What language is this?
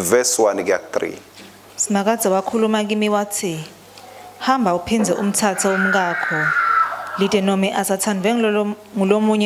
Swati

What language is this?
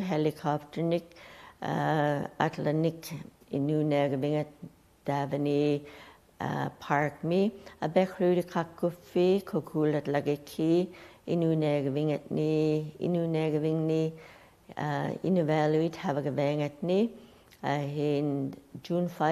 Western Canadian Inuktitut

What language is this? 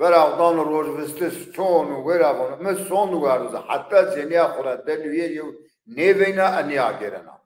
Zaza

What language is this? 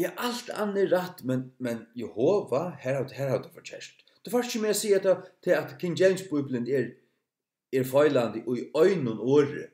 Faroese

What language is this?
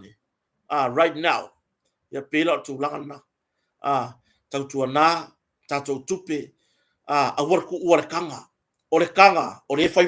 Samoan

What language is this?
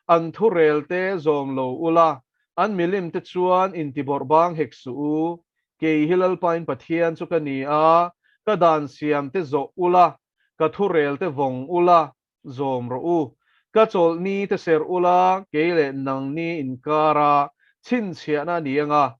Mizo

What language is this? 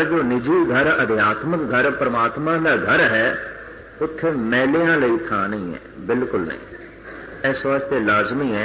Punjabi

